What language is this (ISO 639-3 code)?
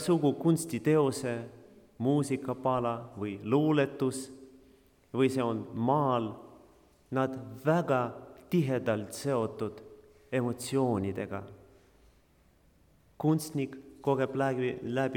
est